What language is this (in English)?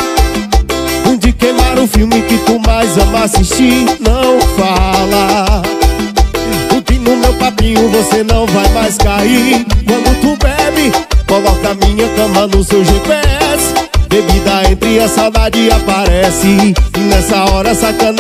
Portuguese